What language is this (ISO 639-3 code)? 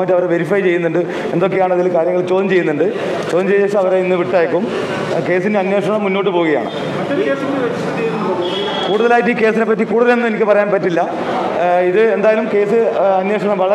mal